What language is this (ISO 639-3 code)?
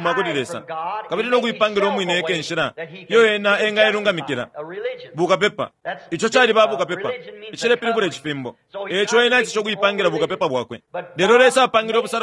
bem